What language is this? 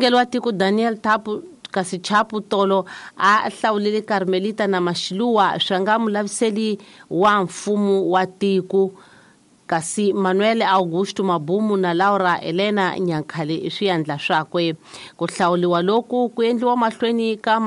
Tsonga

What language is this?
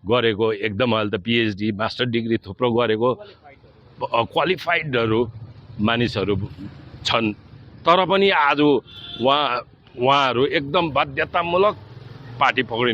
Nepali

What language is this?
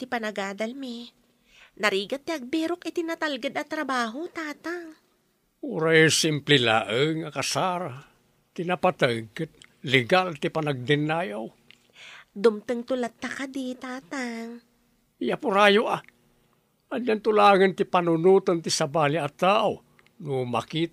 Iloko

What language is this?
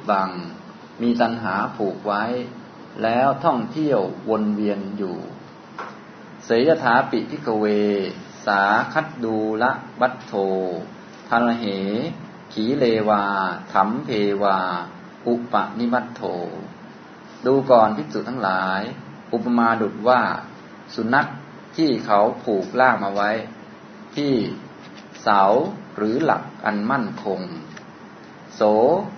Thai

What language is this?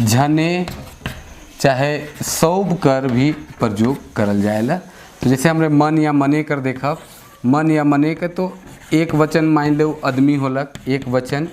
Sadri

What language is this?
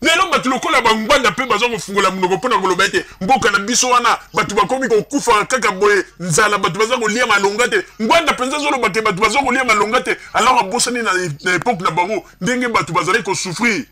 Lingala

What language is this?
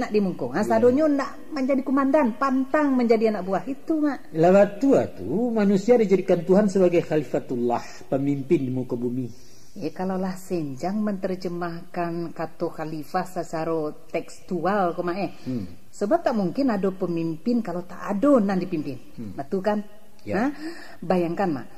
Minangkabau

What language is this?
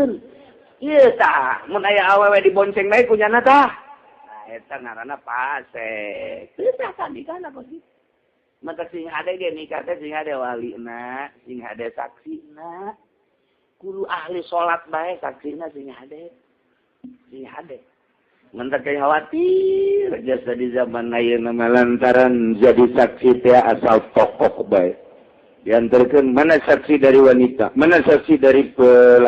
Sundanese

